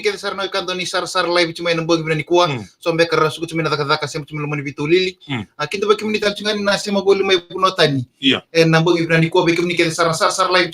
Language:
Fijian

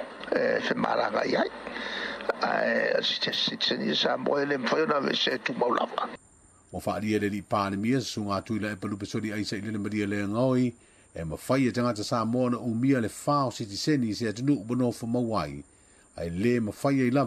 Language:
Samoan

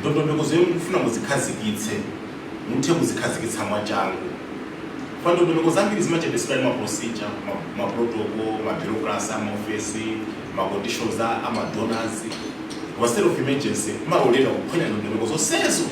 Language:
Nyanja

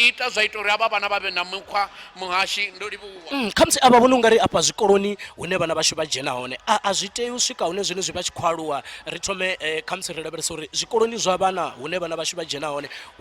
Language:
Venda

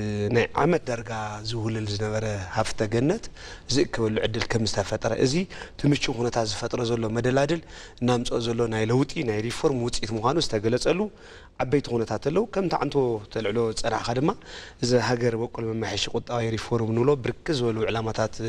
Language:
Tigrinya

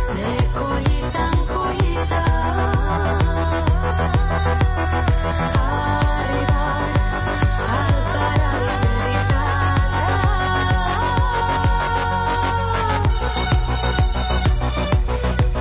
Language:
Catalan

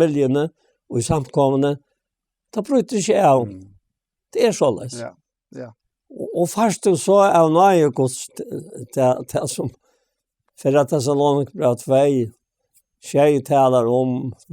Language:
Faroese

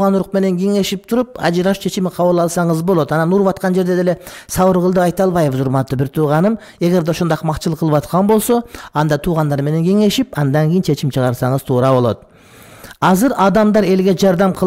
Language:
Kyrgyz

